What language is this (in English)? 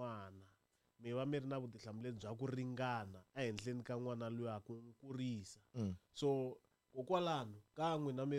Tsonga